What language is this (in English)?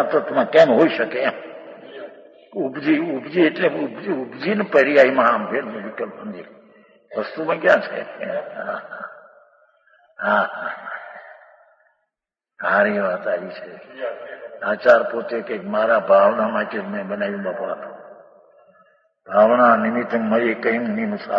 Gujarati